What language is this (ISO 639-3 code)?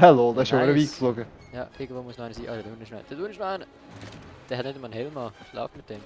gsw